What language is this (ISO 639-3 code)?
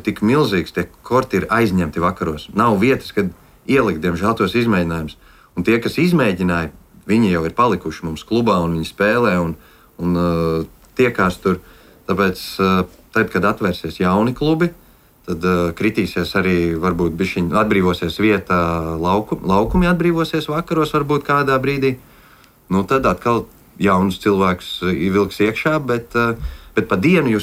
lav